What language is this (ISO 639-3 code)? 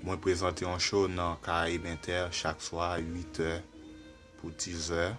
hat